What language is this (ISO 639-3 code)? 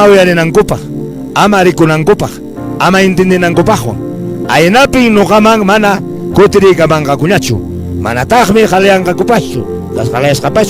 que